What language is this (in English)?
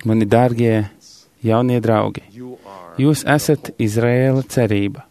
Latvian